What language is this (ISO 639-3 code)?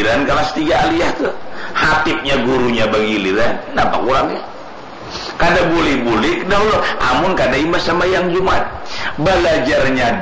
bjn